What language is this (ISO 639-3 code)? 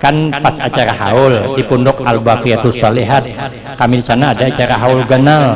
bjn